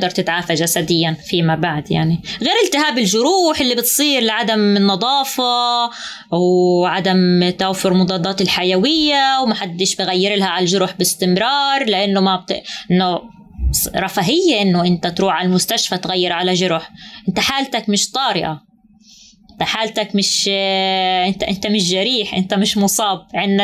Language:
North Levantine Arabic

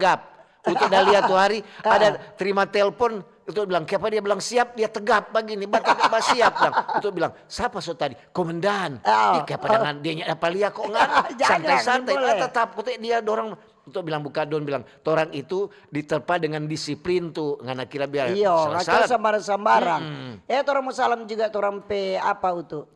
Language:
Manado Malay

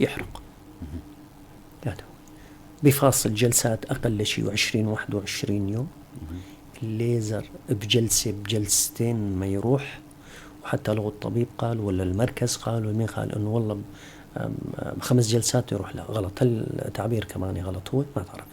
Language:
North Levantine Arabic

